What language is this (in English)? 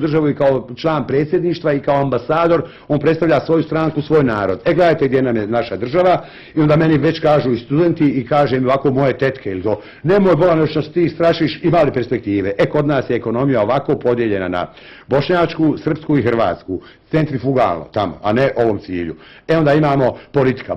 Bosnian